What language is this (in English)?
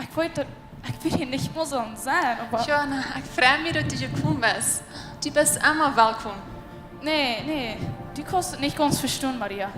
Plautdietsch